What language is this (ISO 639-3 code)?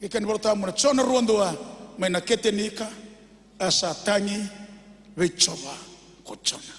fij